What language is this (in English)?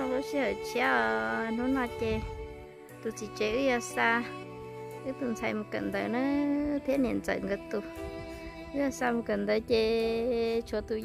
Hmong